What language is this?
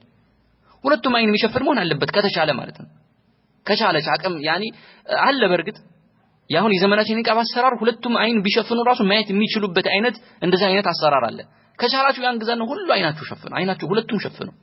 Amharic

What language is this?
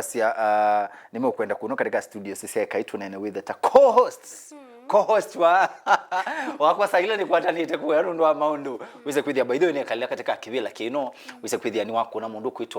Kamba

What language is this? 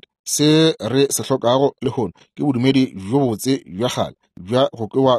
Northern Sotho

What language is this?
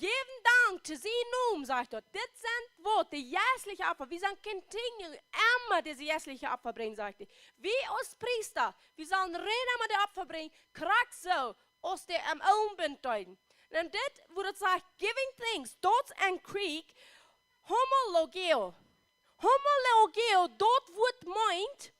Plautdietsch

